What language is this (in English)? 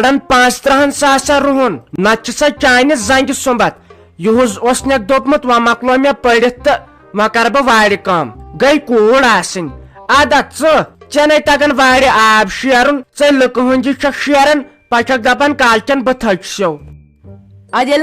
Kashmiri